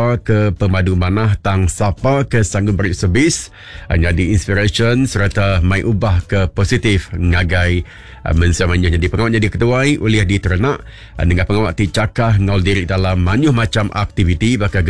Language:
Iban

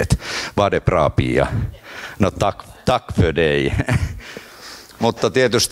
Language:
Finnish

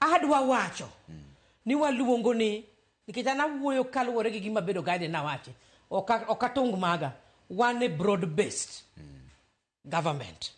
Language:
Luo (Kenya and Tanzania)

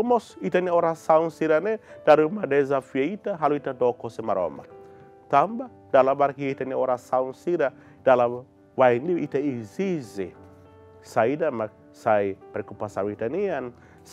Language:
Tetum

